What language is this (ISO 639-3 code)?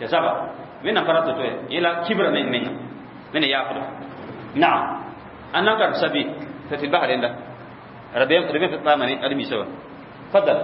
mos